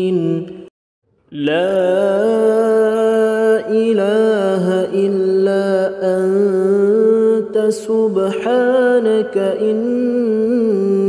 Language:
Arabic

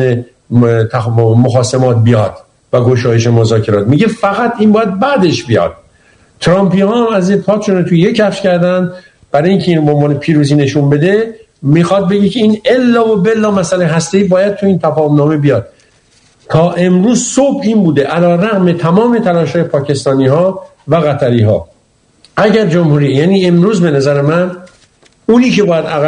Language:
Persian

